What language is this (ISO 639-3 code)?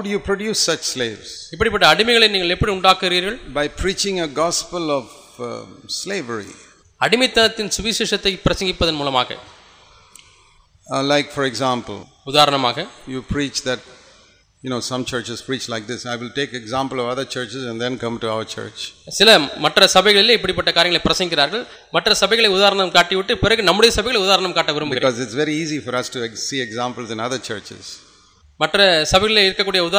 tam